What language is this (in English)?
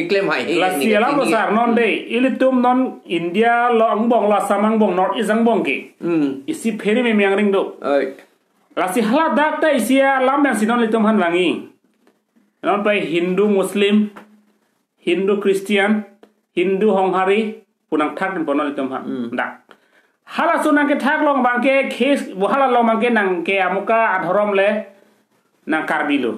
Karbi